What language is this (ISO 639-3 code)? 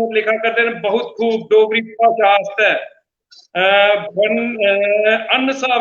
doi